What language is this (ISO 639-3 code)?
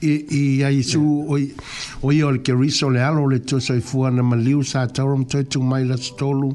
smo